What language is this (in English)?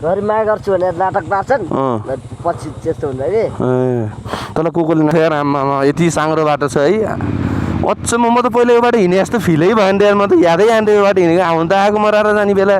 Nepali